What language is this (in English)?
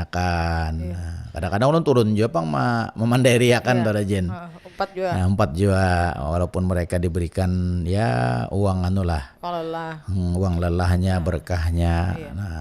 Banjar